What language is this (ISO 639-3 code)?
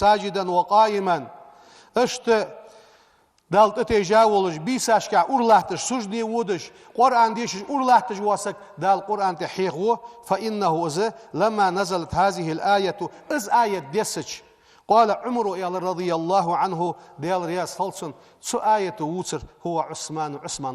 inh